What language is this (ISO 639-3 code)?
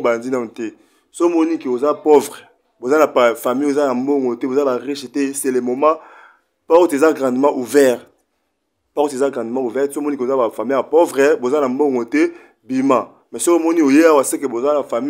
lin